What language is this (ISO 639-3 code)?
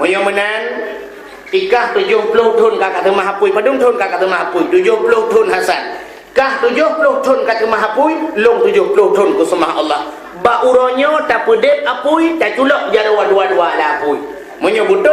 ace